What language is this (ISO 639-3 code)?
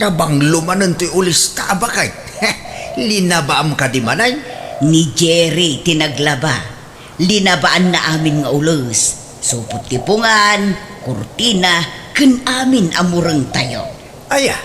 ilo